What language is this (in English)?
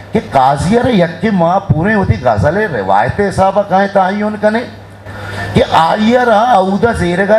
Eastern Balochi